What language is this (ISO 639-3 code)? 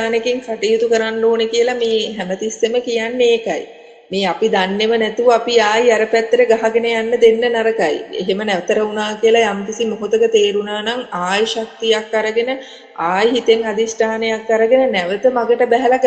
sin